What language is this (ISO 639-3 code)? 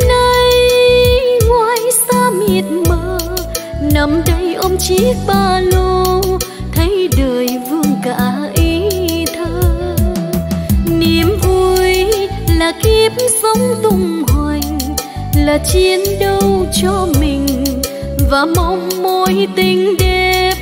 vie